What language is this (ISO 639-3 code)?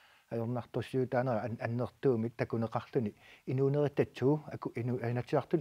kal